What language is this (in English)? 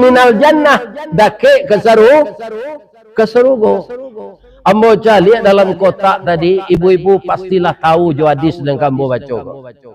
Minangkabau